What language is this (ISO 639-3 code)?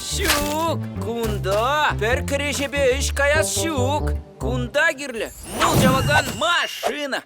chv